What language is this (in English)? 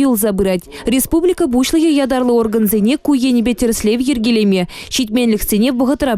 Chuvash